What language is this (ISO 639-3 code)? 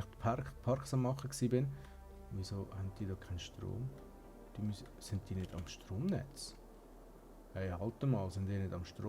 gsw